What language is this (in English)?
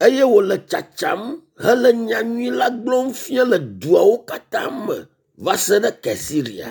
Ewe